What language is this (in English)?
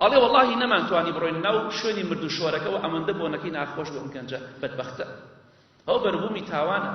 Central Kurdish